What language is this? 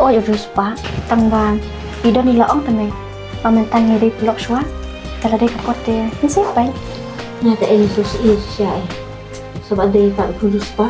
Khasi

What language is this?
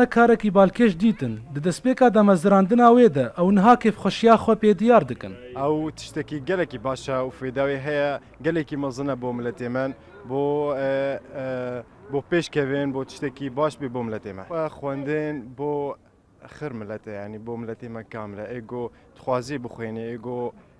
Kurdish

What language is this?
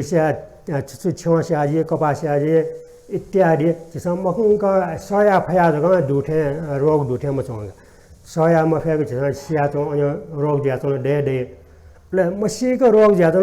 Newari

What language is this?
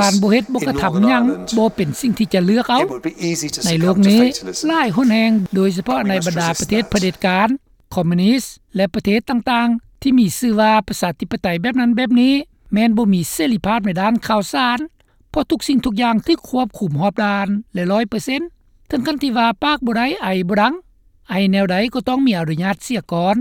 Lao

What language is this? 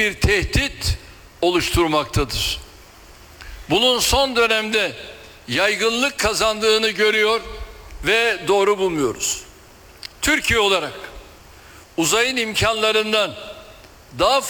Turkish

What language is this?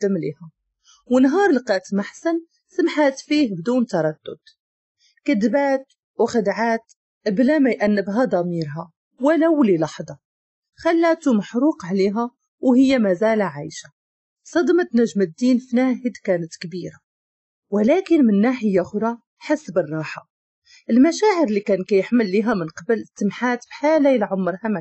Moroccan Arabic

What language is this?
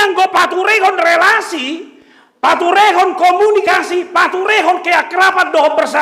Batak Toba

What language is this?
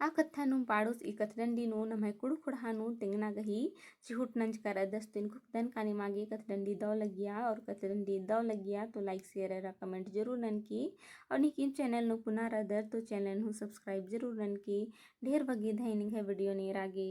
Kurukh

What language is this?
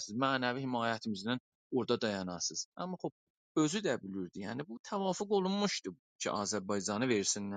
South Azerbaijani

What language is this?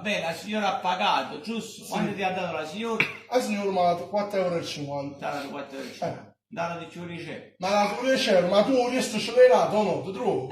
Neapolitan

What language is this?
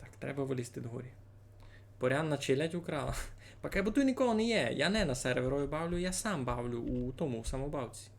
Rusyn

